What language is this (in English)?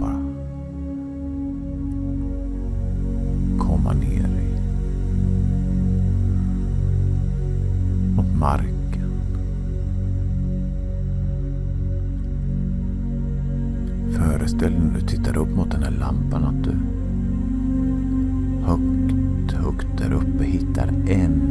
Swedish